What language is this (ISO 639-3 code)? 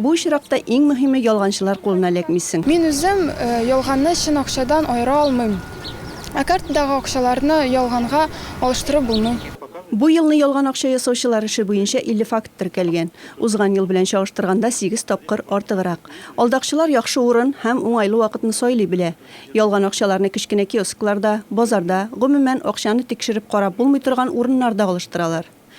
tat